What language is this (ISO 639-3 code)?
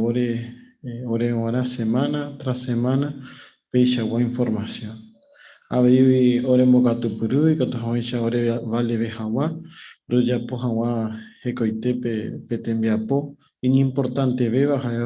grn